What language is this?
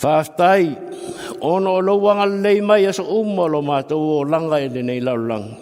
Samoan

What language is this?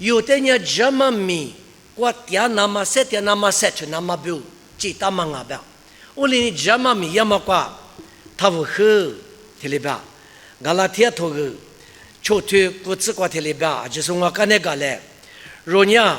Lisu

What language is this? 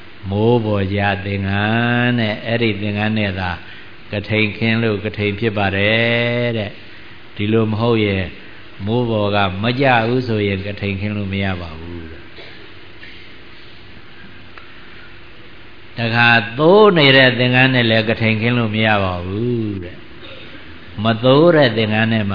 Burmese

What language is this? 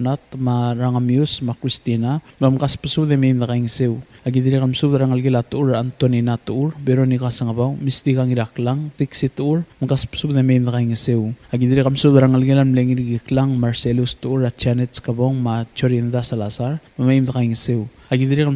Palauan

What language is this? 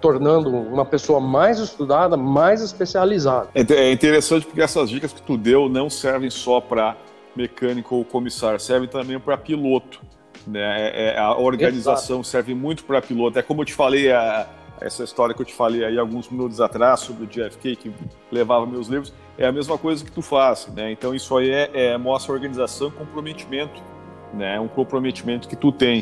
Portuguese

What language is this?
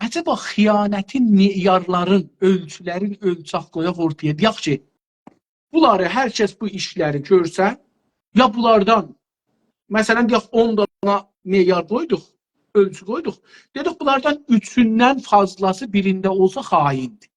South Azerbaijani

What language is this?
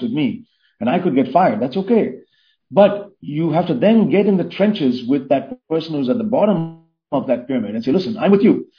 English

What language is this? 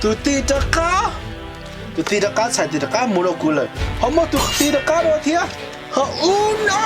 Hmong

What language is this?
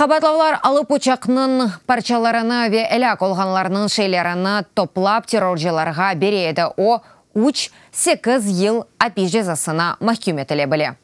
Crimean Tatar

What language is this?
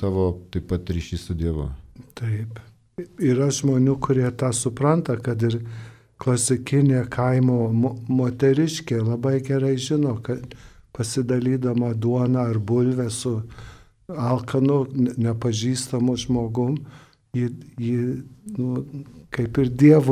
Lithuanian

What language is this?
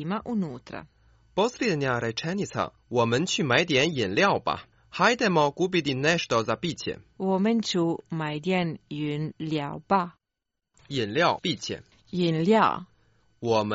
Croatian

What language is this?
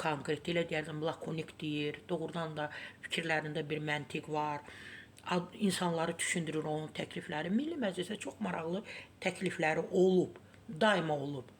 Azerbaijani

